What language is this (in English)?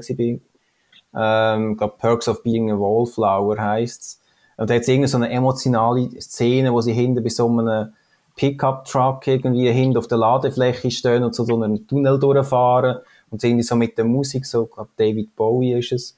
Swiss German